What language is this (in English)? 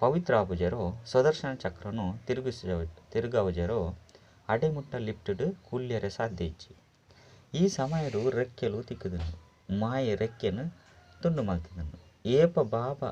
Tulu